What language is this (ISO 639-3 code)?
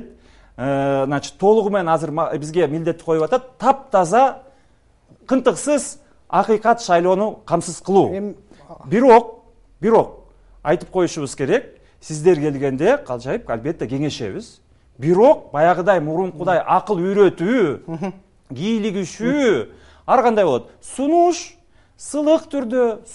kir